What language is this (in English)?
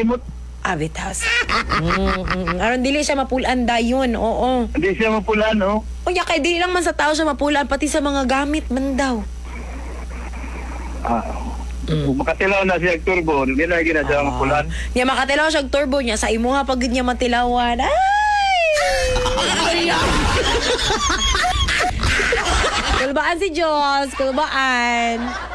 Cebuano